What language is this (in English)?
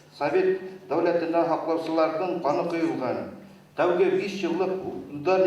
Bashkir